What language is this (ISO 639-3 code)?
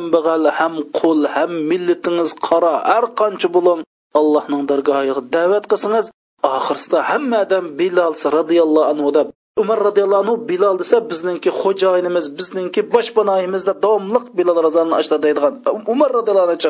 uig